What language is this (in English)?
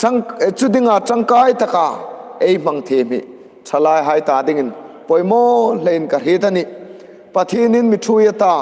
Hmar